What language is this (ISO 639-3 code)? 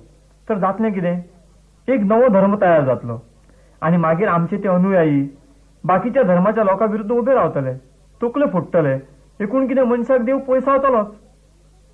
kok